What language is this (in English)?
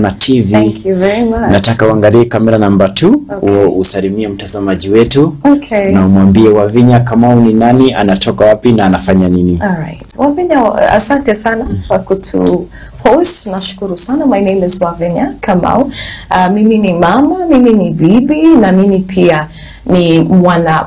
Swahili